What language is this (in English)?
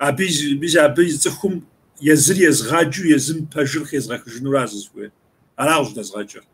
Kabardian